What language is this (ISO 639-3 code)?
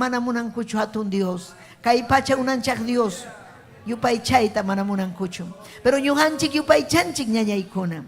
quy